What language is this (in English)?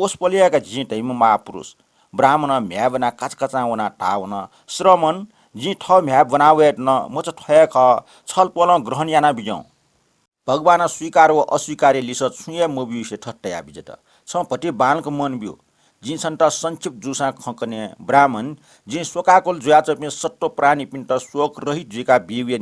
Newari